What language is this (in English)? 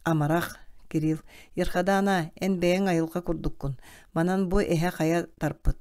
Yakut